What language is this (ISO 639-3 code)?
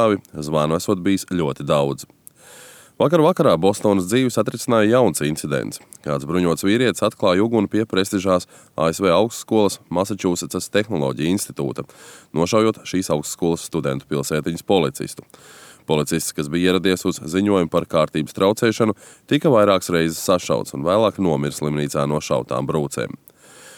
lav